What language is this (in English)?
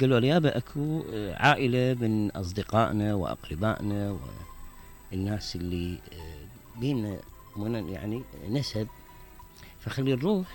Mesopotamian Arabic